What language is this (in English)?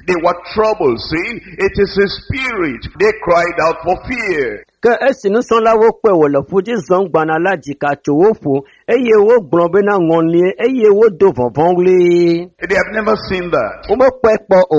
Ewe